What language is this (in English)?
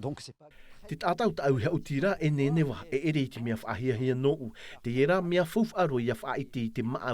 Tahitian